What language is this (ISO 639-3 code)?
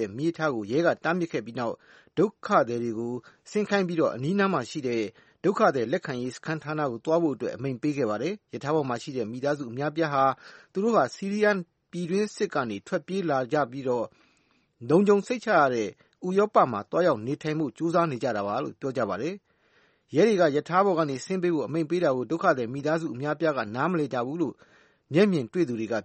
mya